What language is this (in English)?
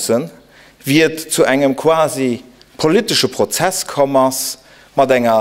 Luxembourgish